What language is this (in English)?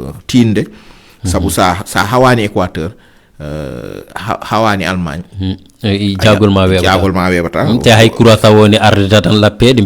Fula